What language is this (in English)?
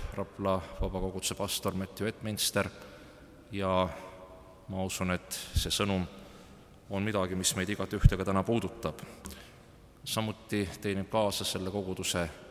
Estonian